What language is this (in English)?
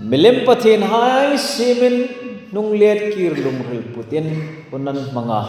Hmar